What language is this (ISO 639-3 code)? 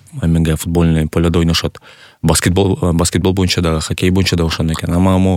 kir